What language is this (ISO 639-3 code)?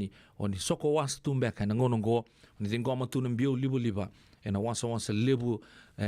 fij